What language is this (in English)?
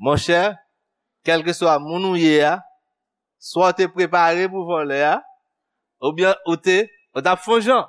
Haitian Creole